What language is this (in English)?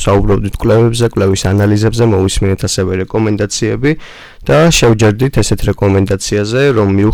Georgian